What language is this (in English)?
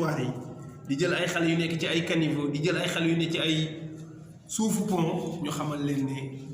Wolof